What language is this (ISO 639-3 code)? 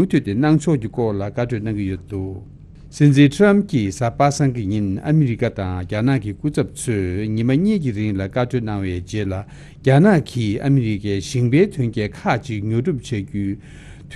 bod